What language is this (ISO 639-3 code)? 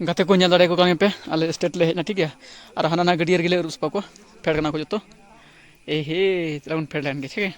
sat